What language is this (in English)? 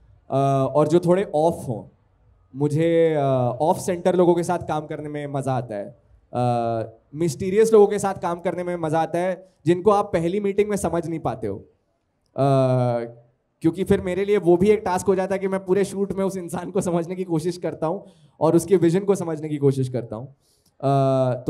Hindi